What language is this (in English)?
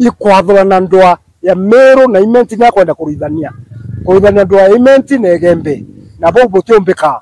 Meru